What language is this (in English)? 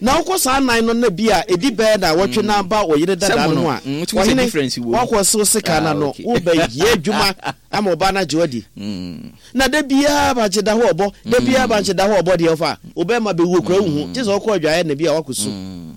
Akan